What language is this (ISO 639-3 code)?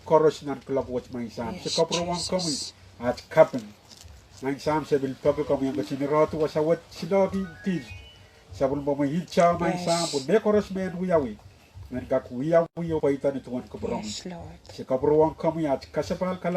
pon